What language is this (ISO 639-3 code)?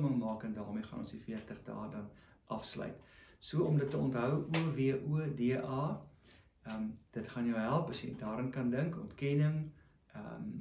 afr